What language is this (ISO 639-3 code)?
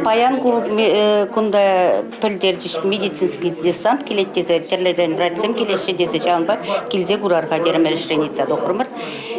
chv